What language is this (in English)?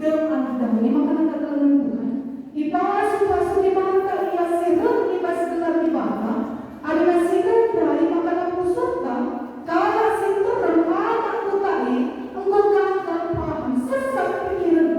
Batak Karo